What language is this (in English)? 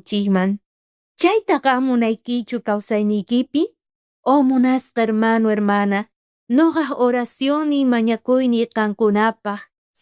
South Bolivian Quechua